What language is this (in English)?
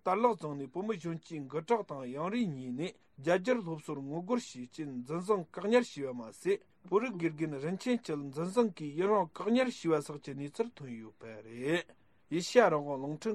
Tibetan